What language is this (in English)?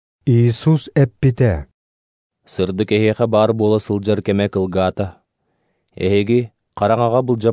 Yakut